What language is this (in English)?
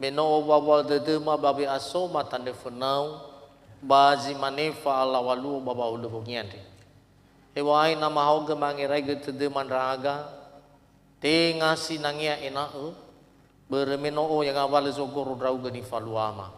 Nias